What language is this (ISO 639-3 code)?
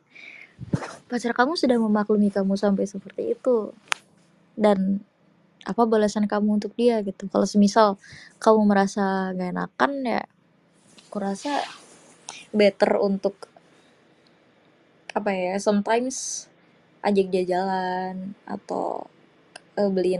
ind